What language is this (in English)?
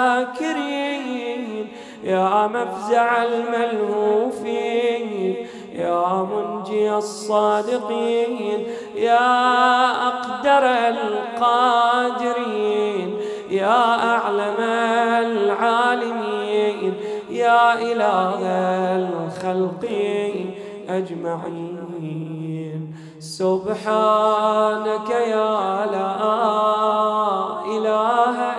Arabic